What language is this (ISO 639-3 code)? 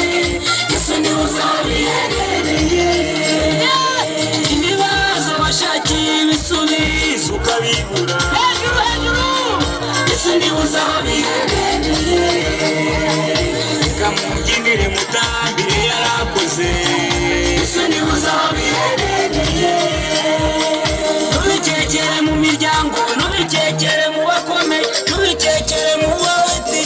kin